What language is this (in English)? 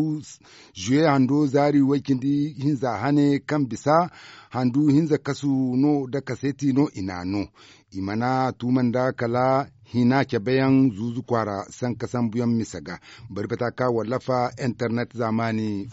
Zarma